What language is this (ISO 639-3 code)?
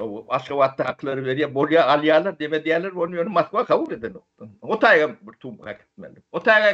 tuk